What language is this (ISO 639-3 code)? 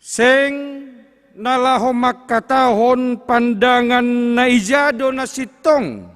bts